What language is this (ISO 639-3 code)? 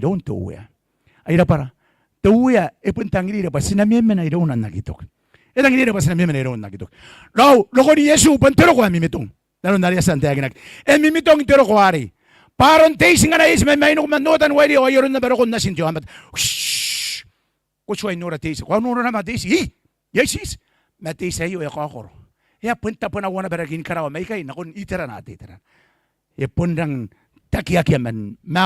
gil